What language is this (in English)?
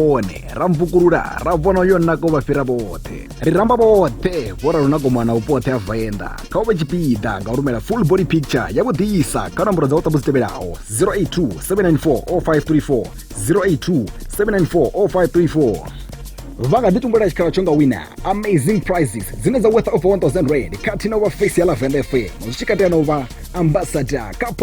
Venda